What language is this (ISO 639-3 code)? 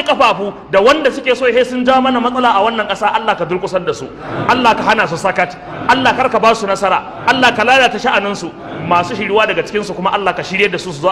hau